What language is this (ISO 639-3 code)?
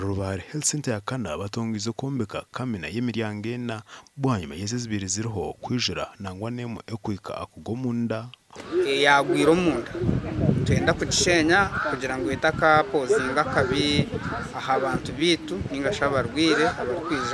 nyn